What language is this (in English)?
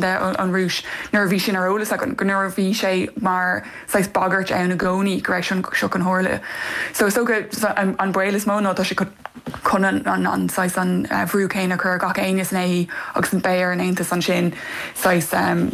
Irish